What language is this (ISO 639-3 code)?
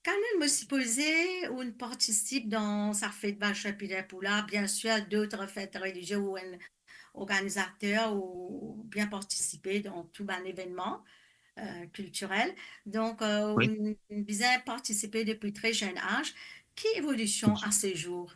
mfe